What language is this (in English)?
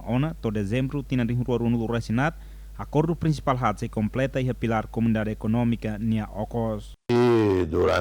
Tetum